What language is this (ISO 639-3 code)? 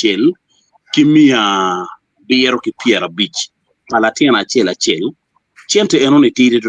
ach